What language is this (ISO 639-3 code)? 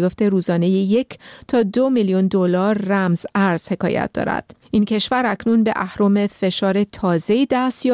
fas